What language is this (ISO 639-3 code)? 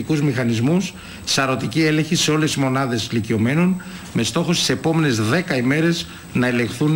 ell